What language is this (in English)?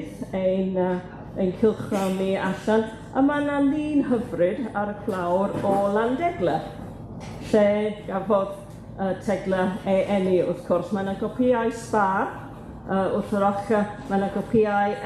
Welsh